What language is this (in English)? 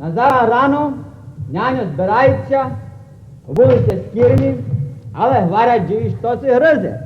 Rusyn